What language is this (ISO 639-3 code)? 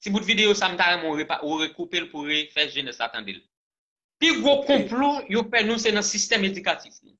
hat